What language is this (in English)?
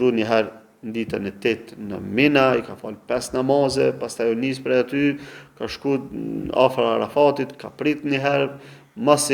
Albanian